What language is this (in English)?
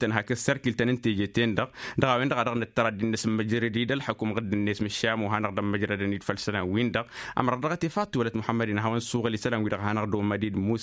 Tamasheq